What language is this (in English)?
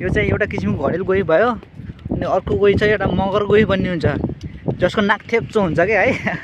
Nepali